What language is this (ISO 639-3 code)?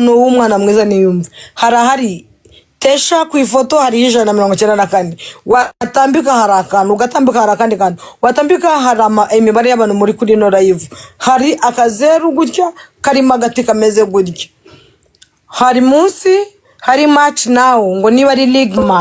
kin